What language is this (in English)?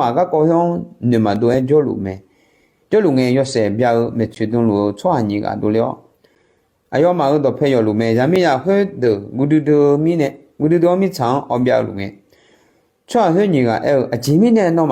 Akha